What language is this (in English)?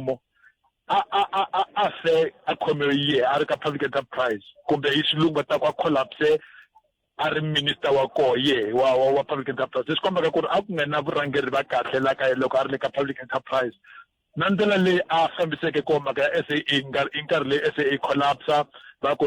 Tsonga